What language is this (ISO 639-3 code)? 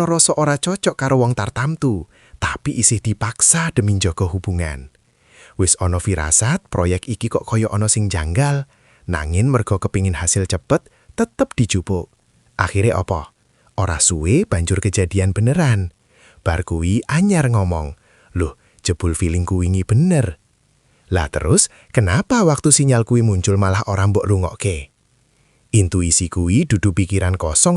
jav